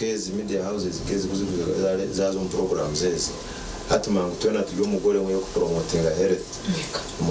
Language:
Nyankole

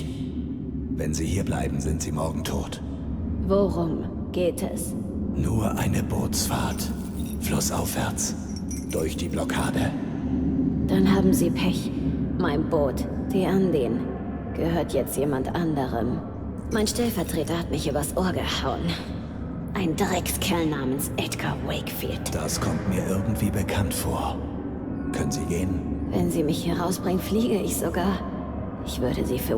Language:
Bavarian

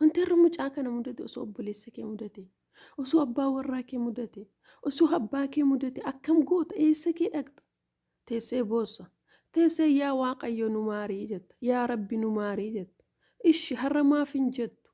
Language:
Oromo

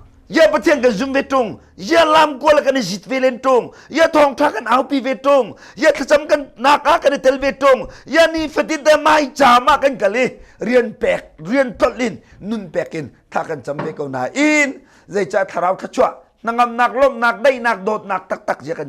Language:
Hakha Chin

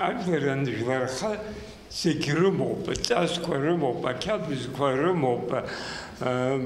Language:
Abkhazian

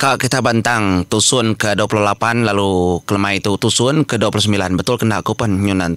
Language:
Iban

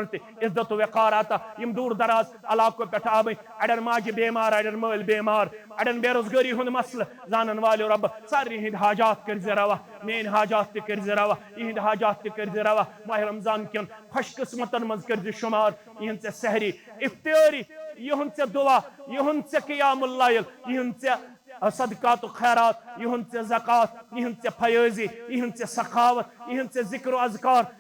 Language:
Kashmiri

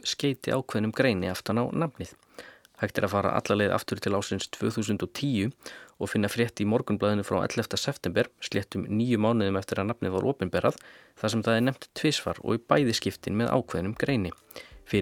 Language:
Icelandic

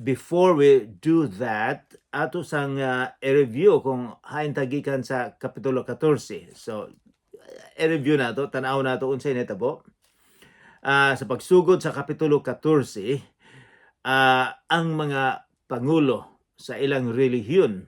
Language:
Cebuano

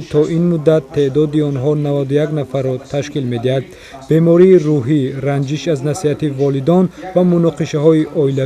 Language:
Tajik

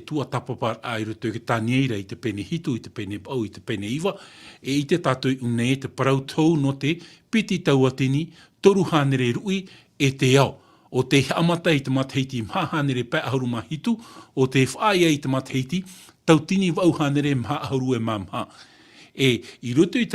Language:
Tahitian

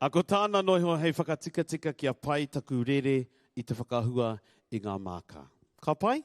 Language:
Māori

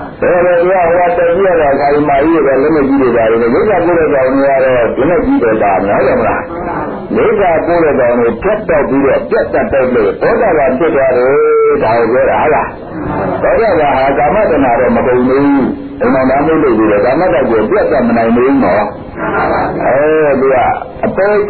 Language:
Burmese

